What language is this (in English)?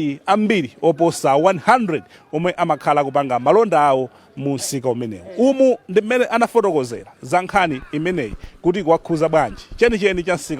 Nyanja